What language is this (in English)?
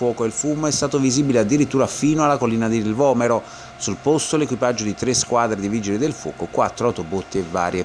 Italian